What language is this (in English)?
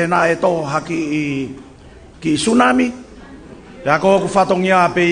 Tongan